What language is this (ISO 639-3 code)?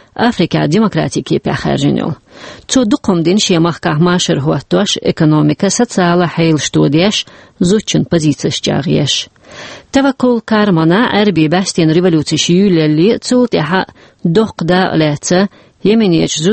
che